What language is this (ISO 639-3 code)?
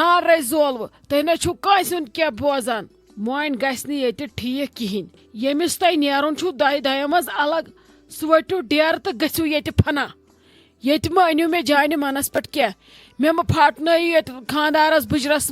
kas